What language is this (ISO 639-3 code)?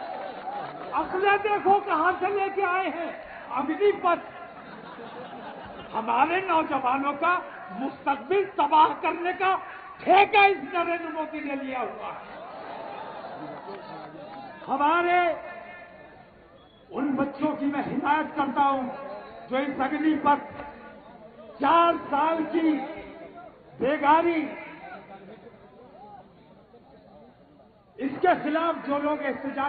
urd